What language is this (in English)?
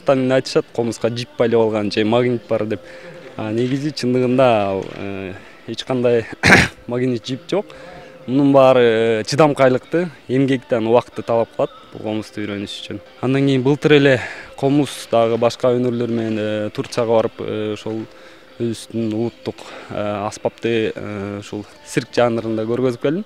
Kyrgyz